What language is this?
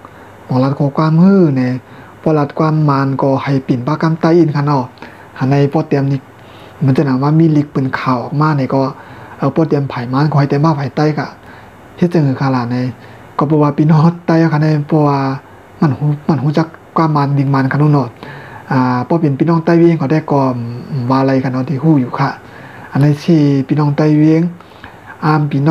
Shan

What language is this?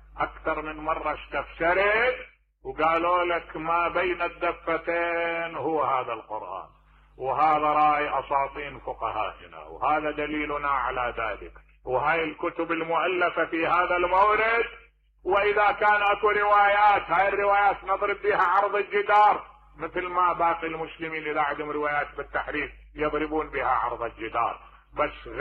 Mesopotamian Arabic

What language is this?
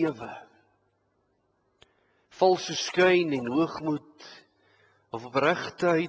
Afrikaans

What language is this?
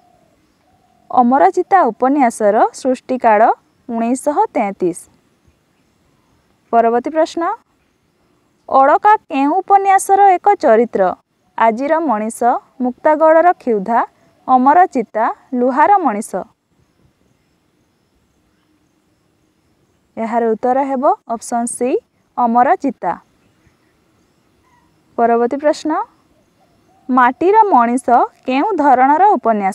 Odia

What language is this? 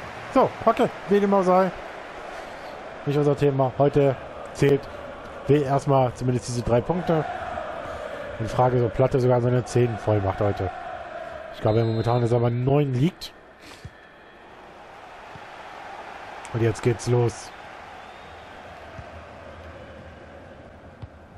German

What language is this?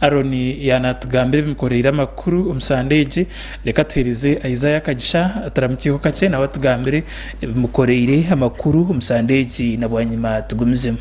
Nyankole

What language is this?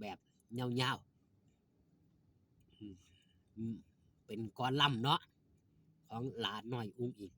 Northeastern Thai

